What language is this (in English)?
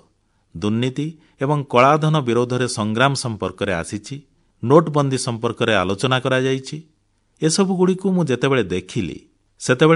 Odia